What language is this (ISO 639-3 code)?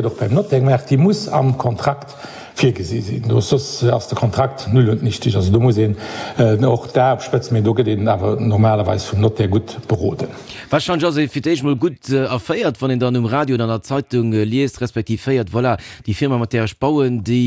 ltz